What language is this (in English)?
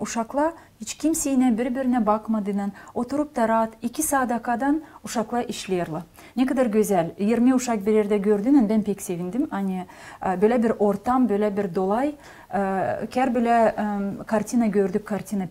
Gagauz